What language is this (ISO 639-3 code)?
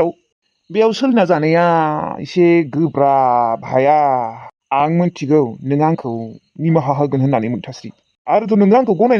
brx